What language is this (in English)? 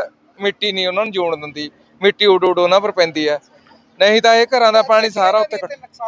Punjabi